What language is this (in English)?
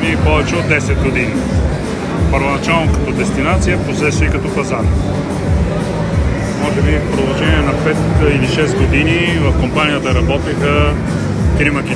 Bulgarian